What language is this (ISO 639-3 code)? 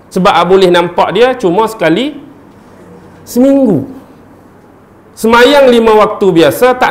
msa